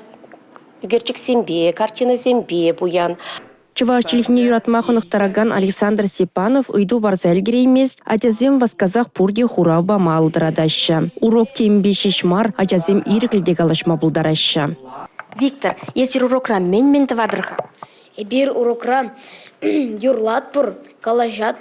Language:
Chuvash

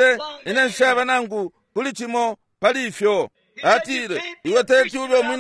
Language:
Bemba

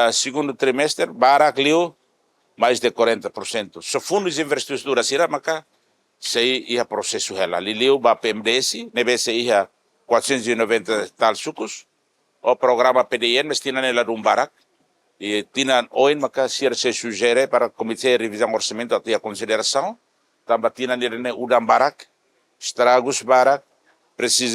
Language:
Tetum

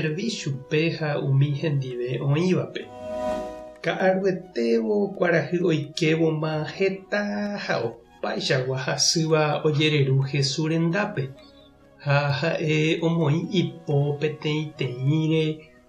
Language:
Guarani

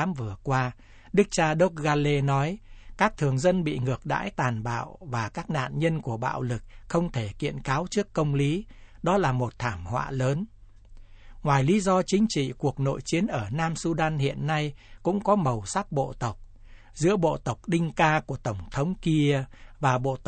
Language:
Vietnamese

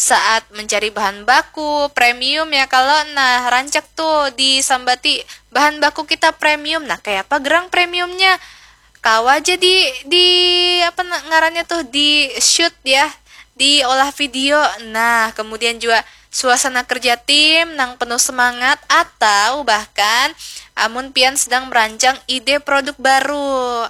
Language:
Banjar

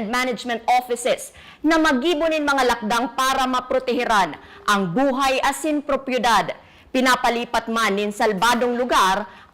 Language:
Bikol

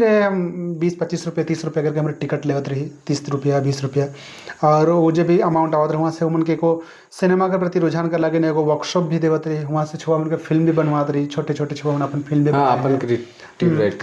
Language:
Sadri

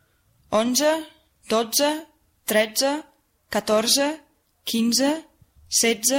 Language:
Catalan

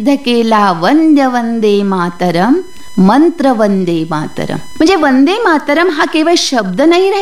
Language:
Marathi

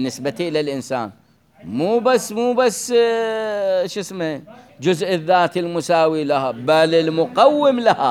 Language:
Mesopotamian Arabic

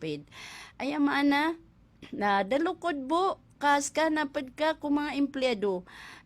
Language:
Maranao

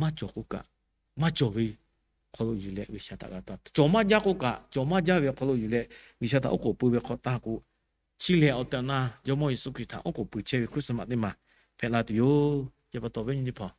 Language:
Lahu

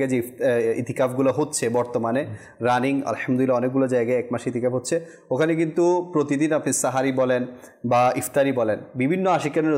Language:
Bangla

